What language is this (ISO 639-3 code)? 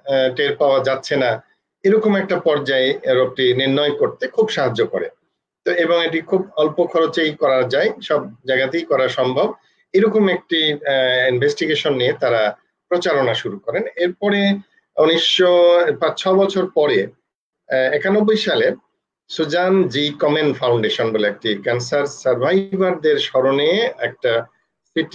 ben